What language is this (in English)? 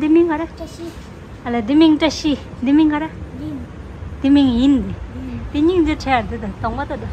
Tibetan